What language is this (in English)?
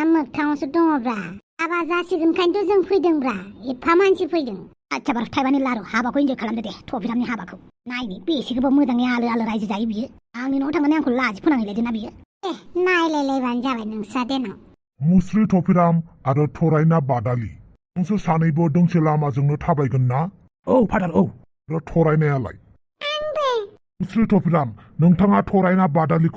Bodo